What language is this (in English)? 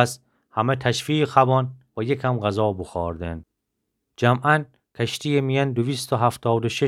Gilaki